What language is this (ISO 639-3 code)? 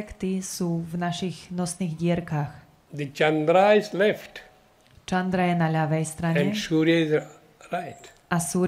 slk